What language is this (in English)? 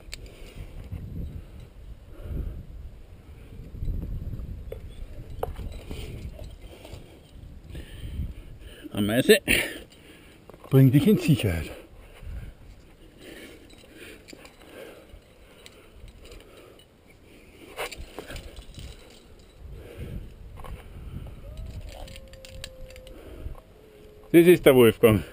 German